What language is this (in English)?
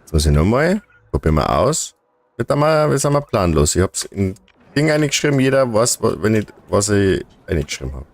Bavarian